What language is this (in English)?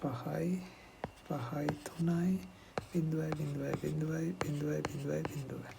Sinhala